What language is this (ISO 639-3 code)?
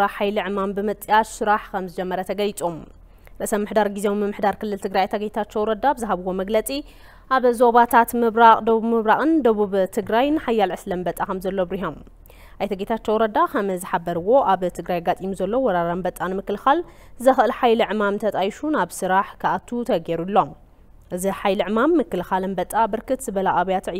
tir